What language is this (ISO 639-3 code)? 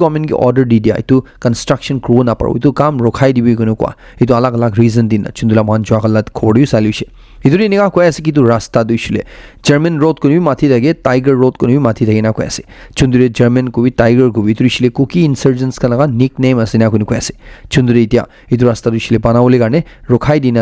nag